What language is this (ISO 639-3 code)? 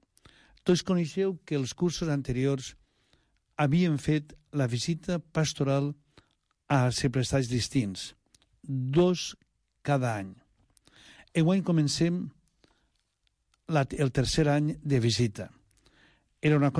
cat